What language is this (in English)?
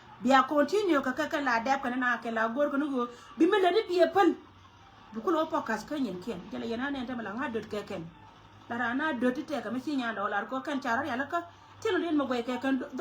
Nuer